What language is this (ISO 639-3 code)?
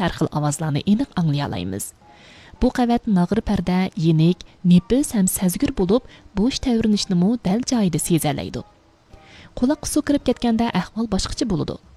uig